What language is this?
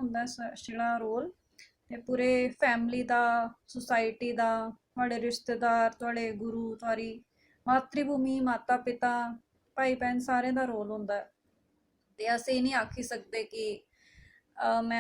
Dogri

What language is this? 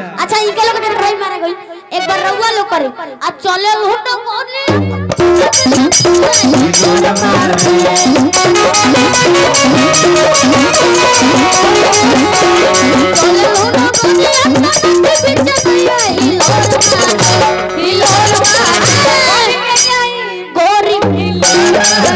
Bhojpuri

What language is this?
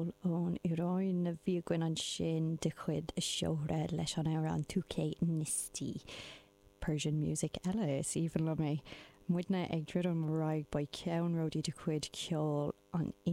Irish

